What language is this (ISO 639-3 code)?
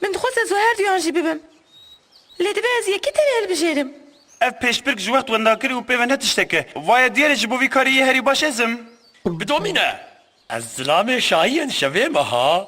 kur